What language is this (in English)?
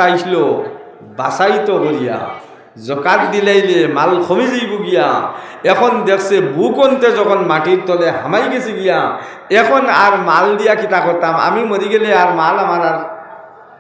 Sylheti